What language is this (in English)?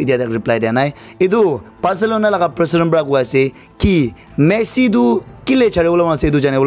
Naga Pidgin